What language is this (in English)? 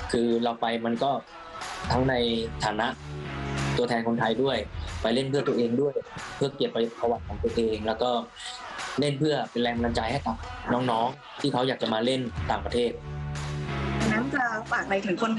Thai